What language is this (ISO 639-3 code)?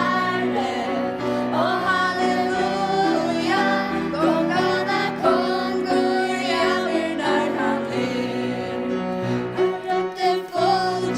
fao